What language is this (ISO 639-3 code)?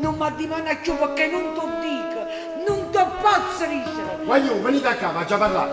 nap